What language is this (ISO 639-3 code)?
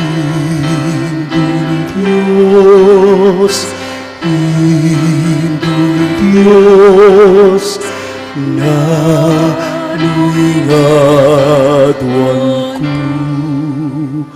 pam